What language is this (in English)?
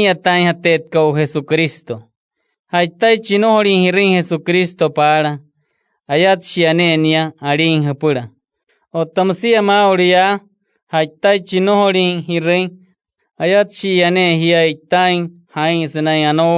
Wayuu